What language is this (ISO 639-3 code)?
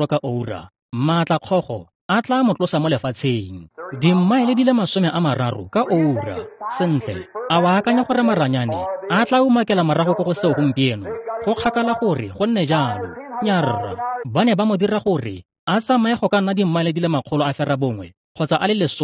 tsn